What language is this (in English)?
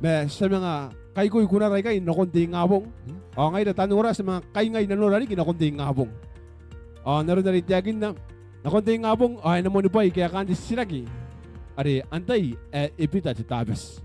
Gilbertese